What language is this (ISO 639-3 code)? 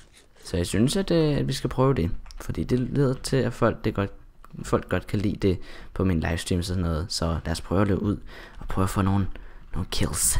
dan